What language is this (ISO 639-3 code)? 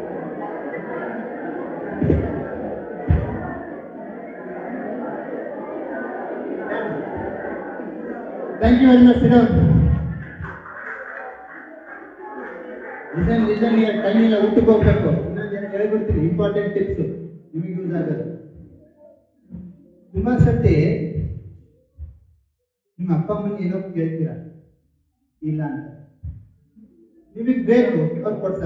kan